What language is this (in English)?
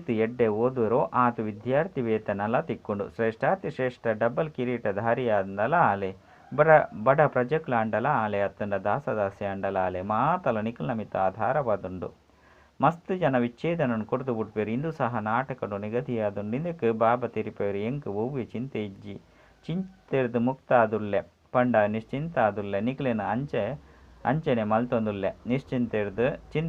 Tulu